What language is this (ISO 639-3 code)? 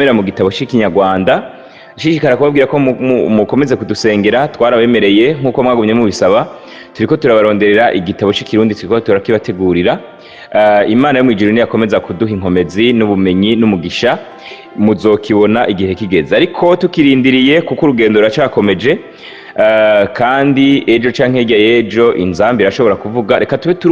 run